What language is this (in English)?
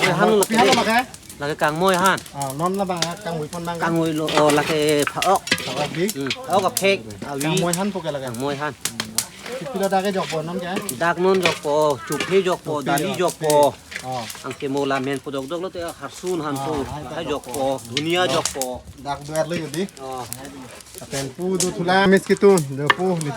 Karbi